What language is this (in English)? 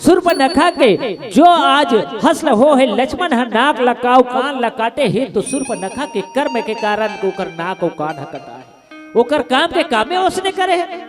Chhattisgarhi